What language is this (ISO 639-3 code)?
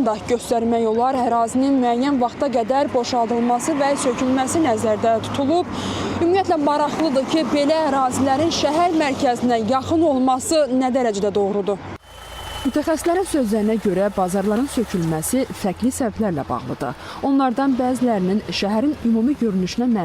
aze